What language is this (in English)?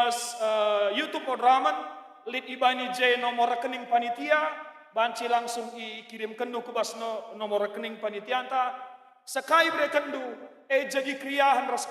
Batak Karo